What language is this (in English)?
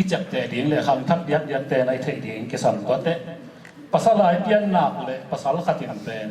Tedim Chin